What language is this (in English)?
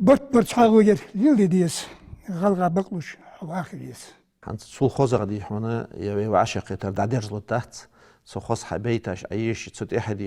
Ingush